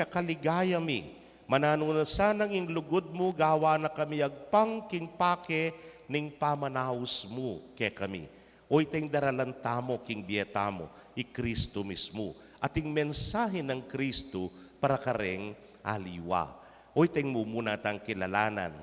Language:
Pampanga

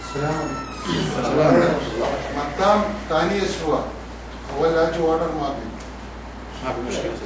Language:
Yakan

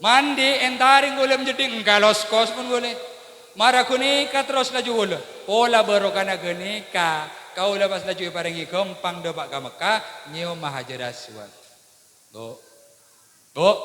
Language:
Madurese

